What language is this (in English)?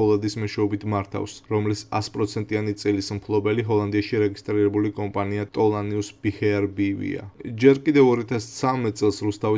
Georgian